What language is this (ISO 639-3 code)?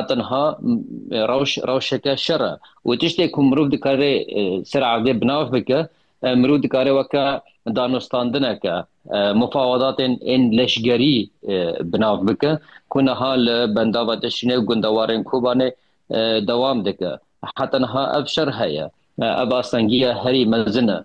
kur